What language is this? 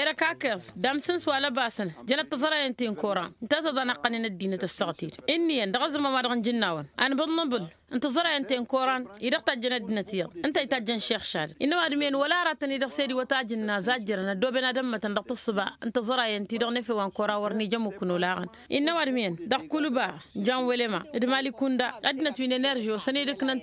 Tamasheq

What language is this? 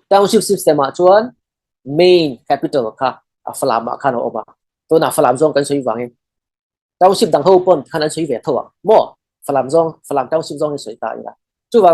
Falam Chin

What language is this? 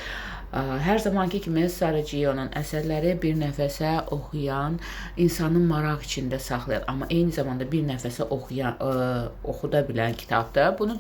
Azerbaijani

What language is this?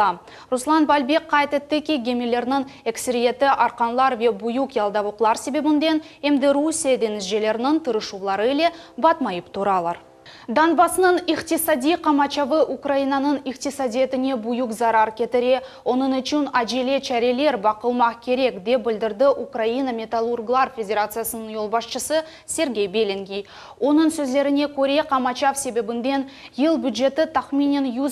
Crimean Tatar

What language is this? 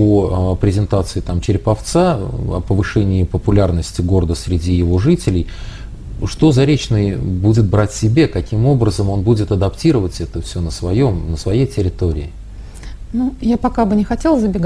Russian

